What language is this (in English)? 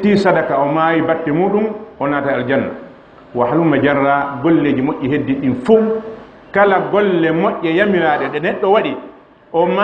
Fula